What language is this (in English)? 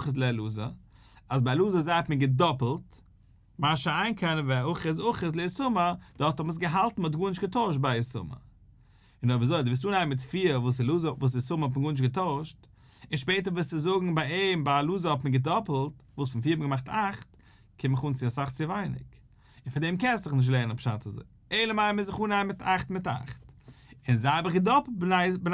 Yiddish